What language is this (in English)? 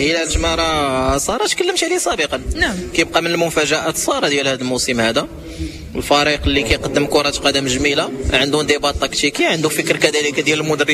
Moroccan Arabic